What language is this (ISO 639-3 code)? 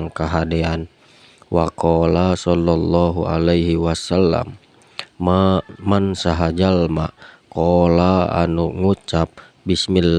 sun